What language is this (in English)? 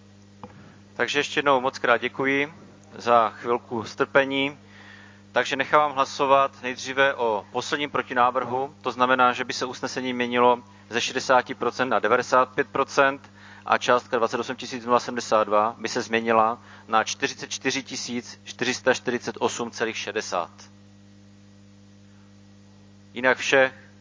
Czech